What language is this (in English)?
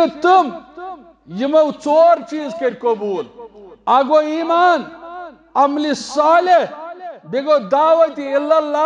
Kashmiri